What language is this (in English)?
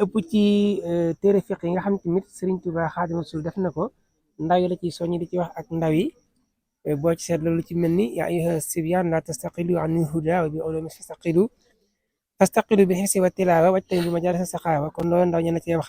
Wolof